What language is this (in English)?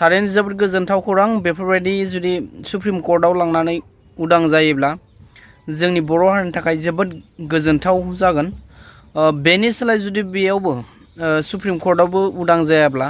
Bodo